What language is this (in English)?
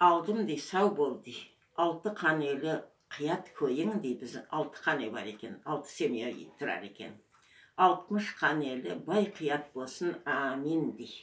Crimean Tatar